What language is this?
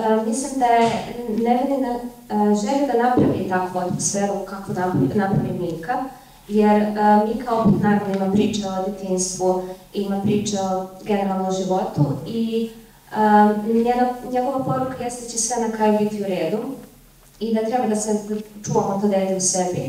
Serbian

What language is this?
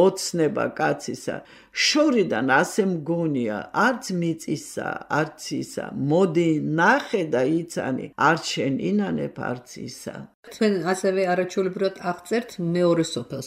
Georgian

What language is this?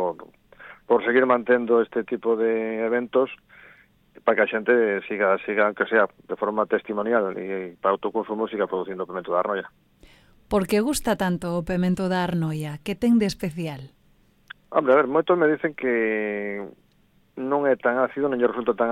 Galician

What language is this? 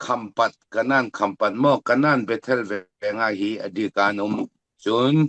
Falam Chin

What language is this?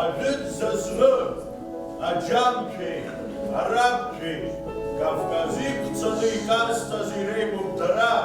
Abkhazian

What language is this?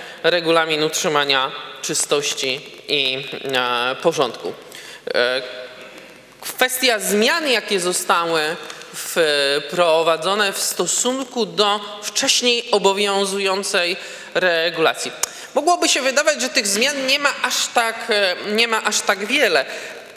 Polish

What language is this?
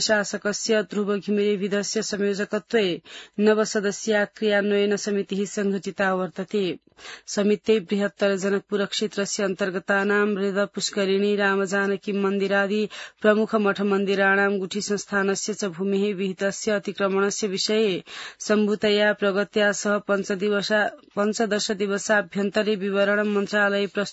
Sanskrit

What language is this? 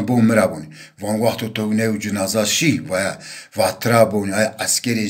Zaza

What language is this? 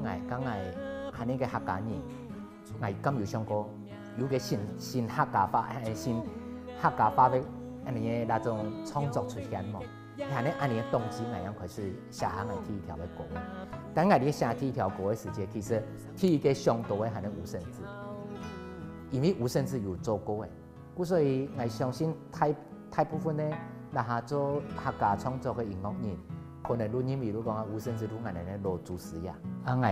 Hakka Chinese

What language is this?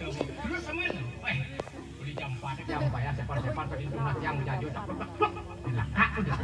Balinese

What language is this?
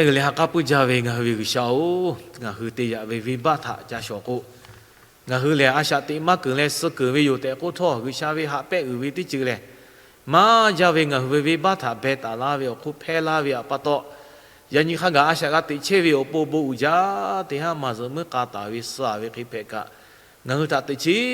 Lahu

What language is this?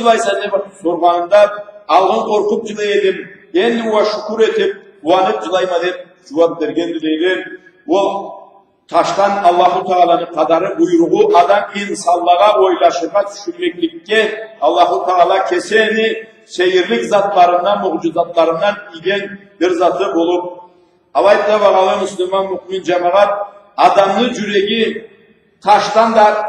Karachay-Balkar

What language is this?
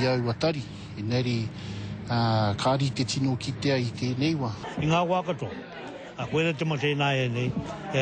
Māori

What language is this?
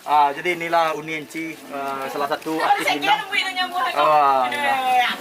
Minangkabau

